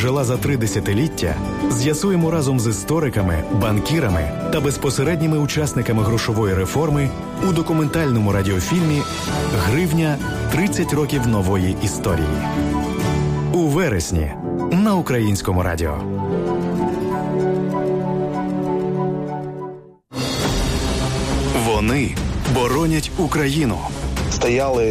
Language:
Ukrainian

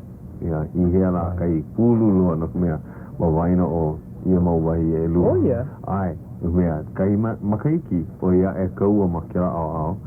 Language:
Hawaiian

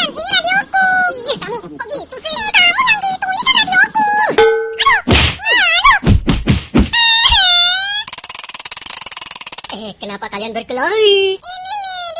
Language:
Indonesian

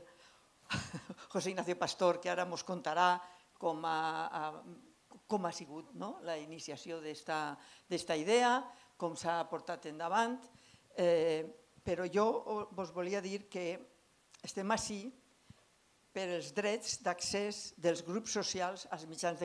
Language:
Catalan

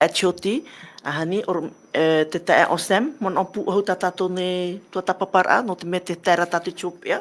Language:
Tahitian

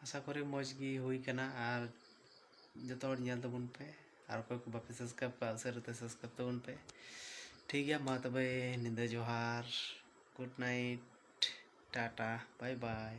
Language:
Santali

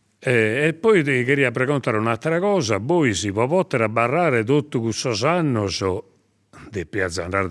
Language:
Sardinian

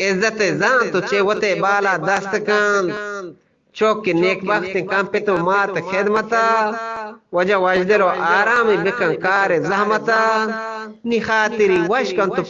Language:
Eastern Balochi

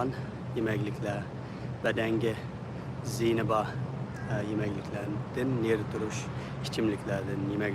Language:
Uyghur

